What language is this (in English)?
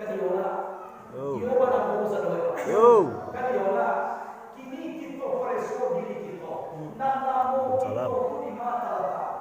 Minangkabau